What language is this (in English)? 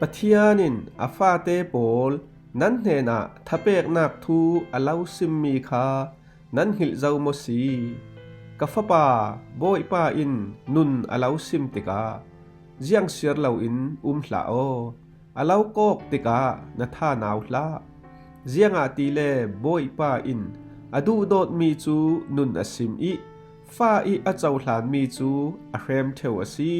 Falam Chin